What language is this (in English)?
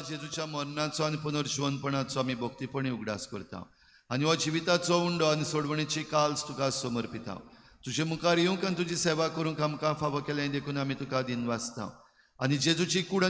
Konkani